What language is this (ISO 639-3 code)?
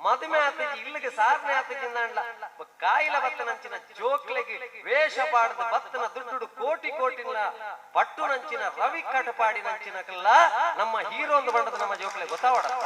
tcy